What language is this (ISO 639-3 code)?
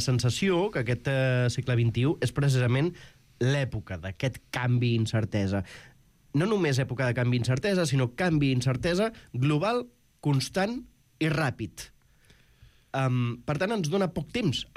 cat